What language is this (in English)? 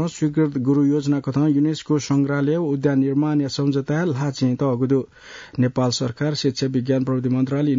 Newari